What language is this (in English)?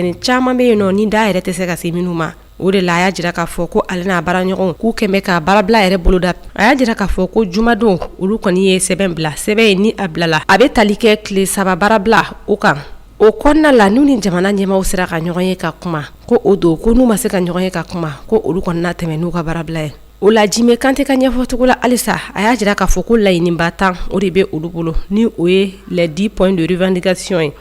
Bambara